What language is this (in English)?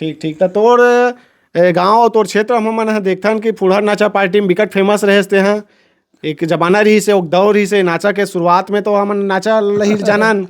Chhattisgarhi